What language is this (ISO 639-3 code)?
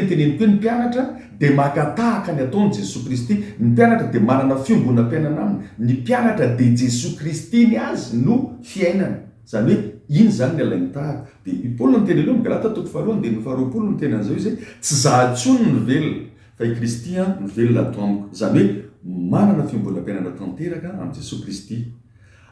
mlg